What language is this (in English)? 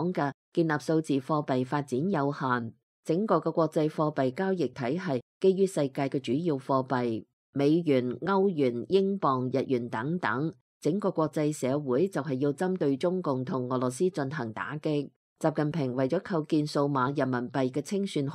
Cantonese